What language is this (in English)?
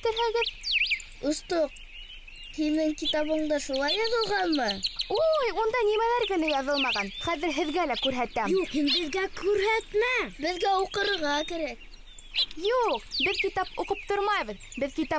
Bashkir